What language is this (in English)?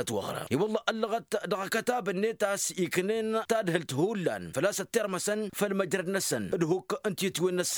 Tamasheq